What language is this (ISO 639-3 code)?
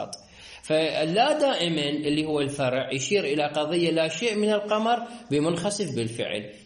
acm